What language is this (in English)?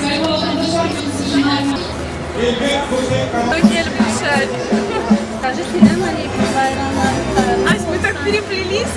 Crimean Tatar